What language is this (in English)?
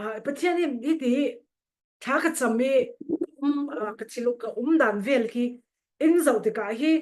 Falam Chin